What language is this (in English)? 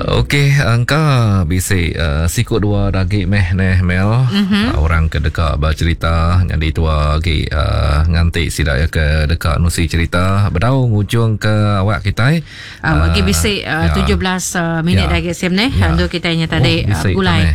Iban